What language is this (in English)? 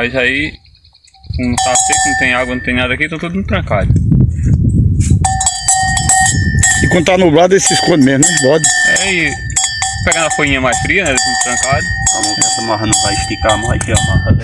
Portuguese